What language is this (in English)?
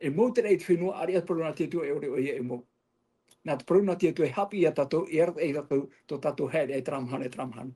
Tahitian